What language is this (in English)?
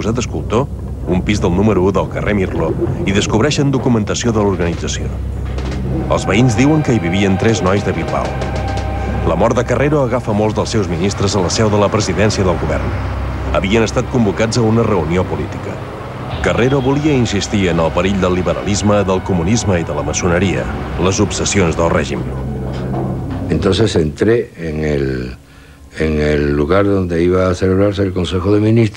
Catalan